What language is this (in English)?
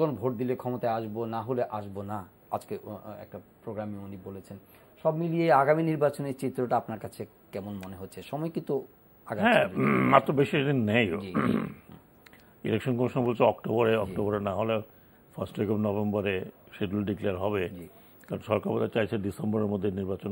Bangla